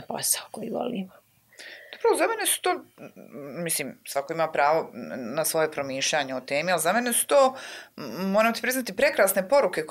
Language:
Bosnian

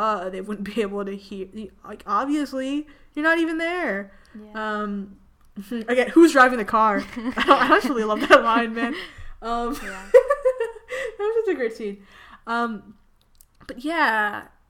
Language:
English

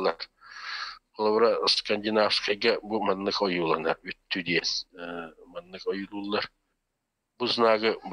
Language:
Yakut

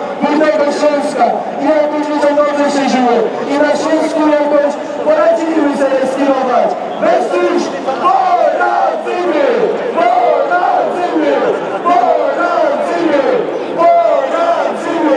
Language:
Silesian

